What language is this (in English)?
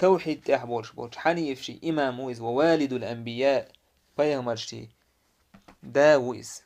Chechen